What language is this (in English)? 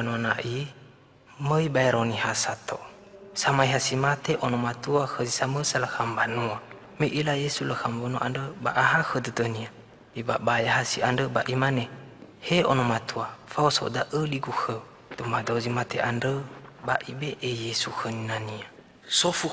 Nias